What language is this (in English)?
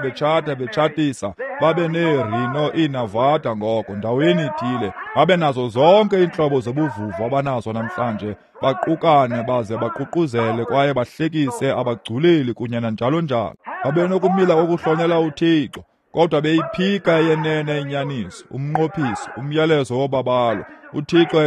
Xhosa